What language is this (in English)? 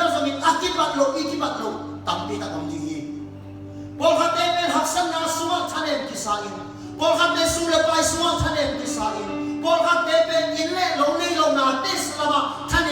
Tedim Chin